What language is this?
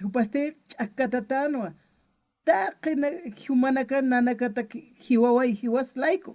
Aymara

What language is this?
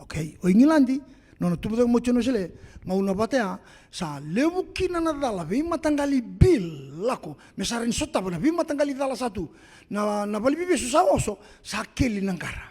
Fijian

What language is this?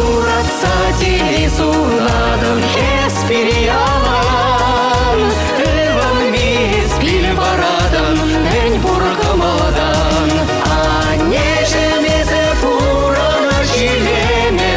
Chuvash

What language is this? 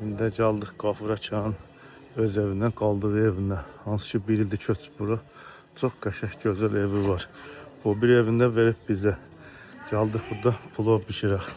Azerbaijani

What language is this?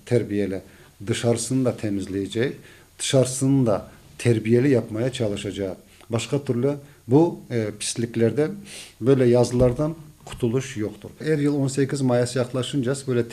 Crimean Tatar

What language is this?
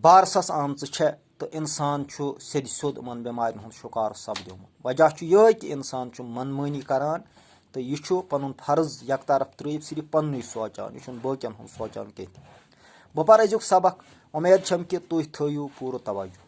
Kashmiri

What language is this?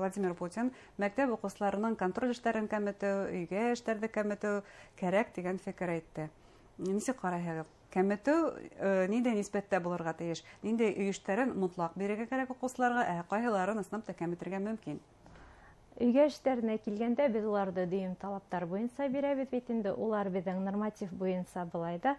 Bashkir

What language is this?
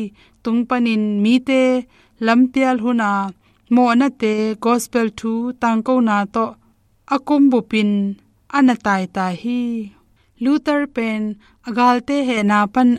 Tedim Chin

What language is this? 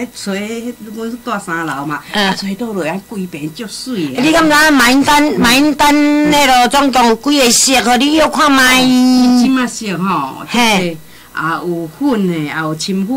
Min Nan Chinese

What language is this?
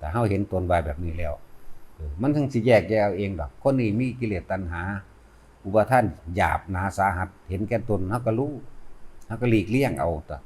Northeastern Thai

